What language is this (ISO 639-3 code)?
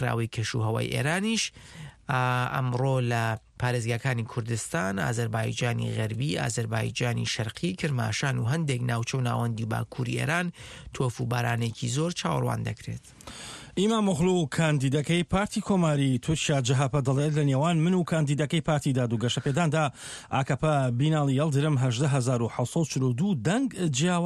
ckb